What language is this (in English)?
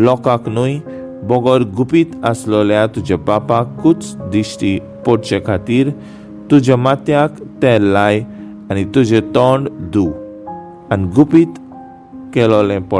Konkani